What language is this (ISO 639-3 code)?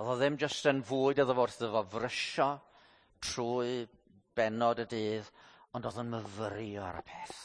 cym